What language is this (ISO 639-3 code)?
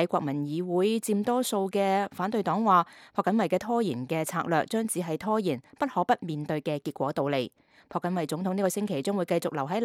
yue